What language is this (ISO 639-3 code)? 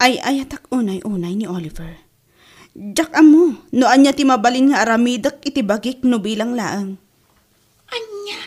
ilo